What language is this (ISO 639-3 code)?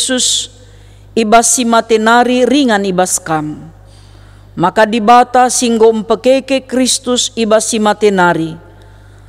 btx